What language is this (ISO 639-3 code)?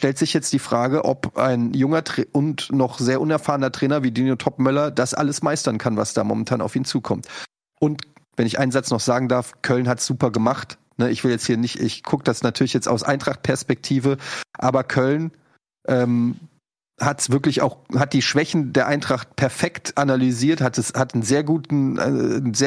deu